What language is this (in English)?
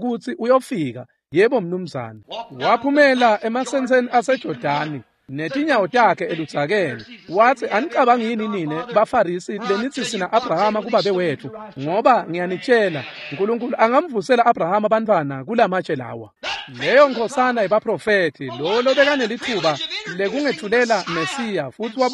Swati